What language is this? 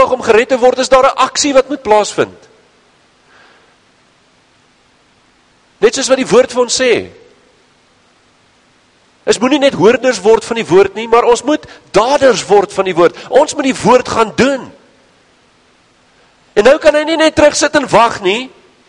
Afrikaans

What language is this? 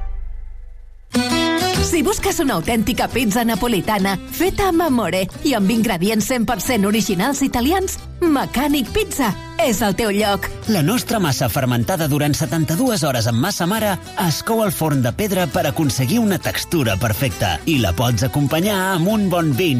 Catalan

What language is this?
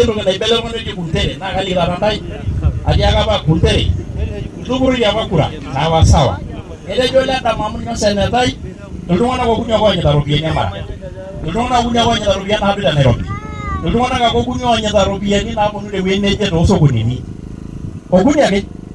Masai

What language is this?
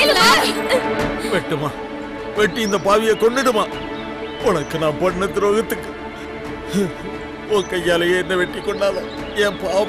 Tamil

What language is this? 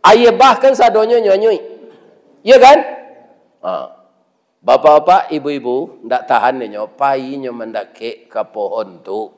Minangkabau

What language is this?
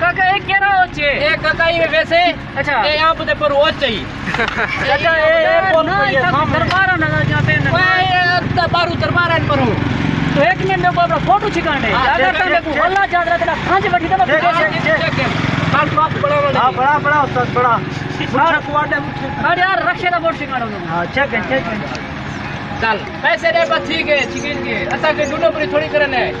Saraiki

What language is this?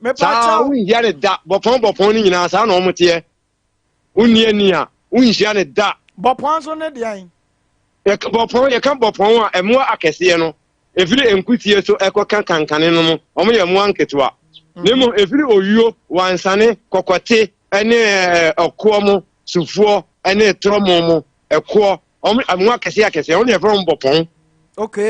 Akan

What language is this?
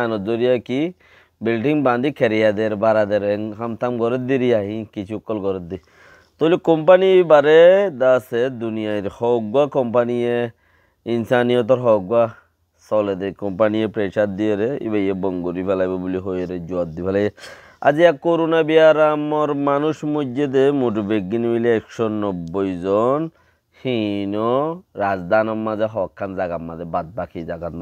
Rohingya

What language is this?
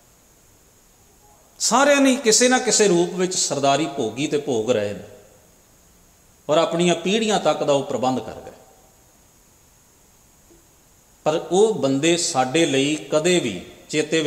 Punjabi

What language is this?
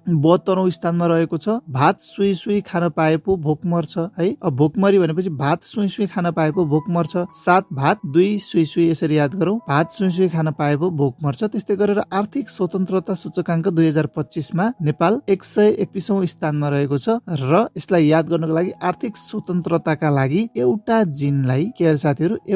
Nepali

